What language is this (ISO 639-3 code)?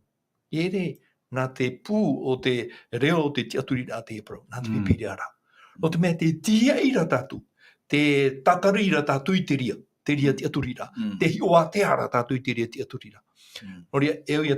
tah